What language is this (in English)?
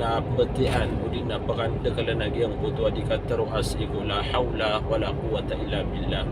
Maranao